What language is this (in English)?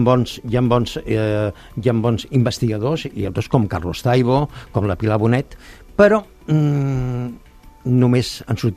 Catalan